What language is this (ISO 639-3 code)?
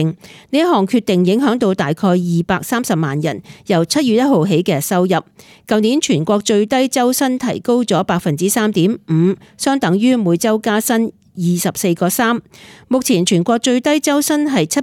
yue